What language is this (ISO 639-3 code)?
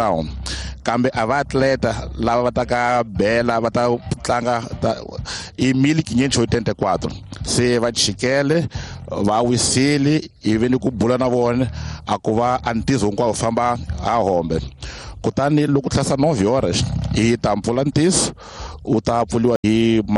tso